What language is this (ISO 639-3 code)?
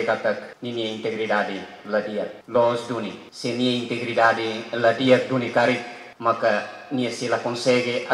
tet